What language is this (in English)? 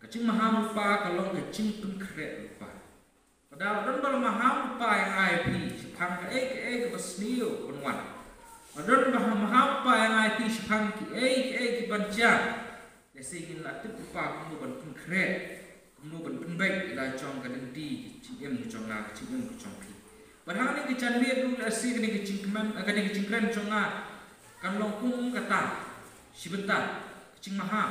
Khasi